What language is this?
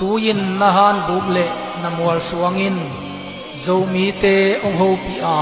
Tedim Chin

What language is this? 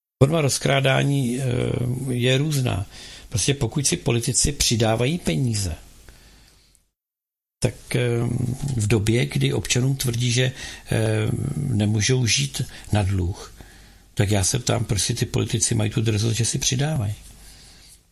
Czech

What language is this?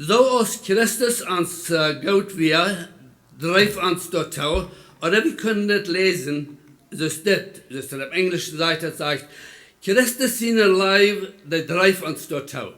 Plautdietsch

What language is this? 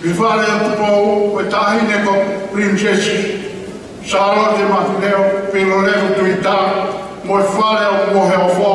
Tongan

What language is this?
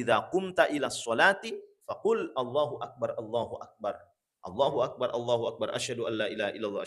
Buginese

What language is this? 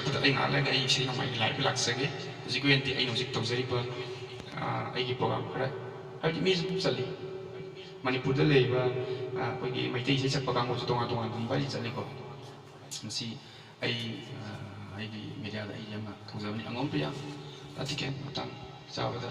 Manipuri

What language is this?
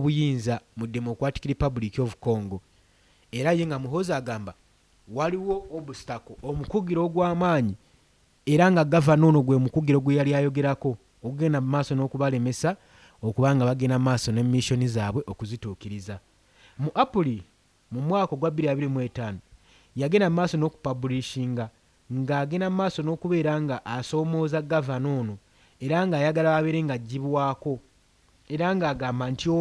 Ganda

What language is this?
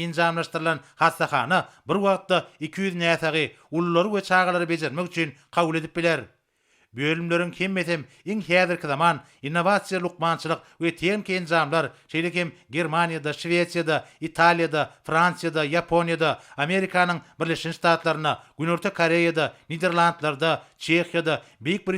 Turkmen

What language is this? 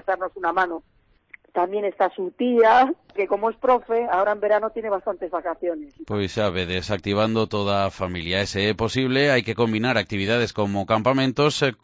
Galician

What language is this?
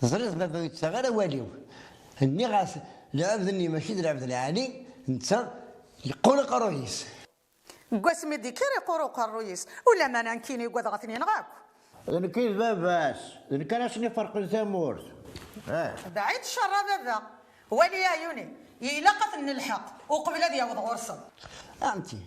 Kabyle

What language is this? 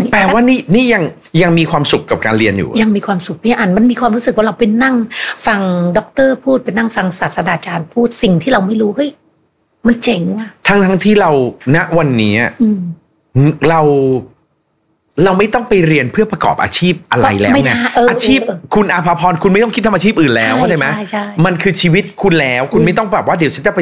Thai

